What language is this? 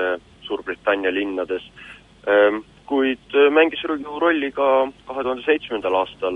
Estonian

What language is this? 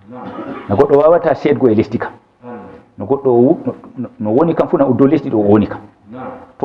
Fula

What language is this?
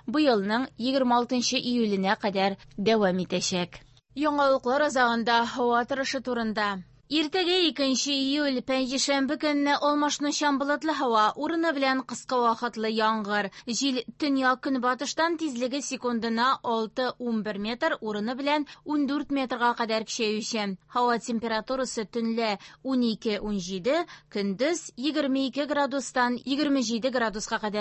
Tatar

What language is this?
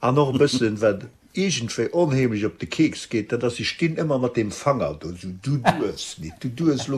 Luxembourgish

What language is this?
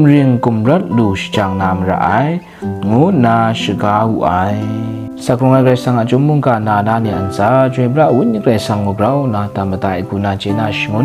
Kachin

